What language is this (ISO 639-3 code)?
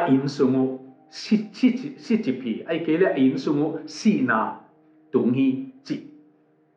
ctd